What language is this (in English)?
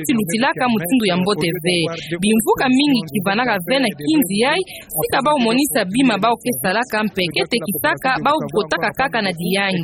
Kituba (Democratic Republic of Congo)